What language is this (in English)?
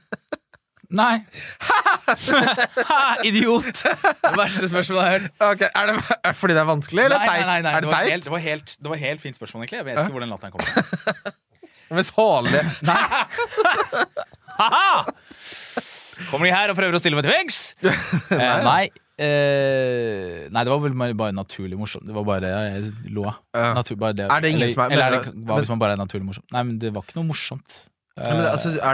Norwegian